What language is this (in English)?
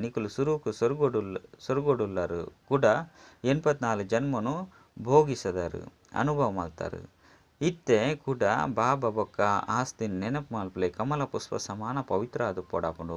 Tulu